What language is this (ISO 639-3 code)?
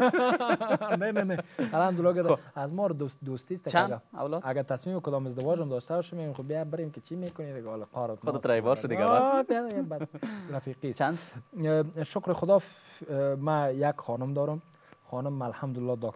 fas